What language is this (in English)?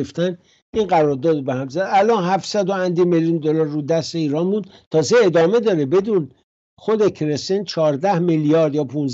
Persian